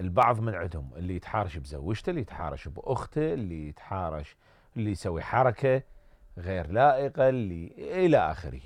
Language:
Mesopotamian Arabic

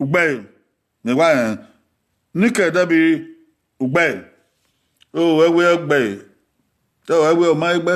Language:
Bini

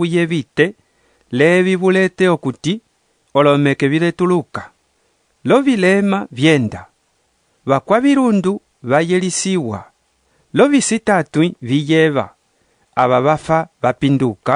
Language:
Umbundu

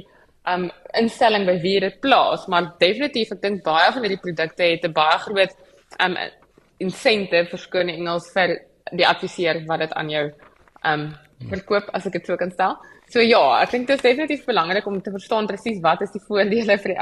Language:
Afrikaans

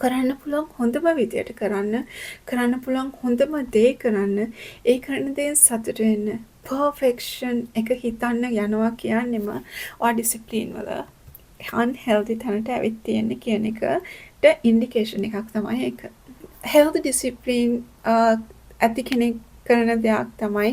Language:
Sinhala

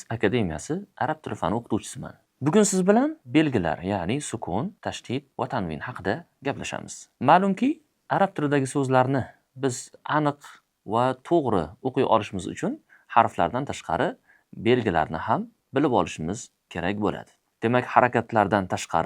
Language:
Uzbek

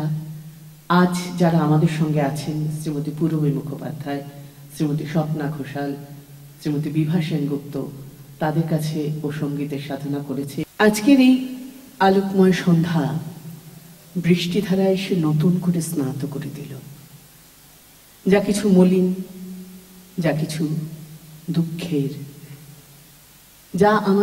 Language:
Bangla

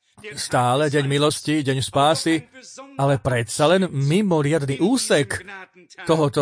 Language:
Slovak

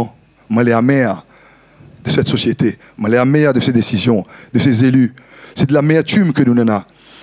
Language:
Réunion Creole French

